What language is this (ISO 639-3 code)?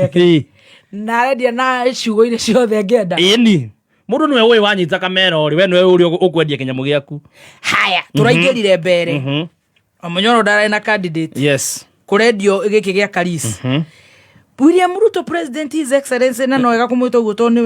kik